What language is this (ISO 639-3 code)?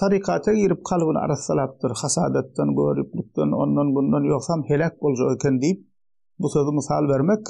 tuk